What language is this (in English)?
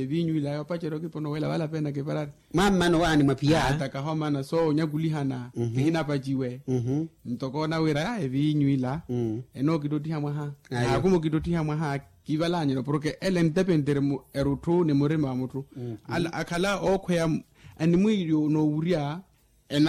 Makhuwa